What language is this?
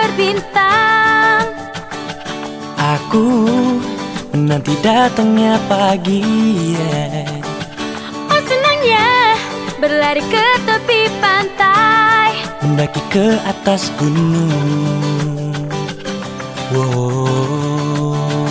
Indonesian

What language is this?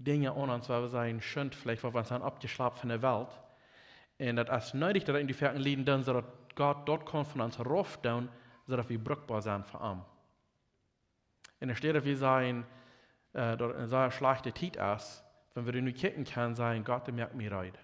Plautdietsch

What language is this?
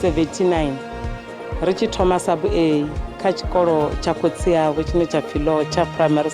Venda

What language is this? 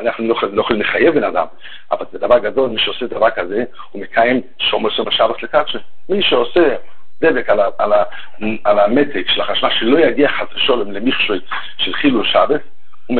Hebrew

